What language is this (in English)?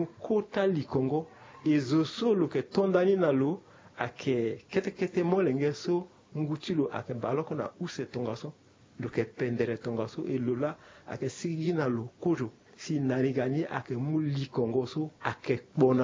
Sango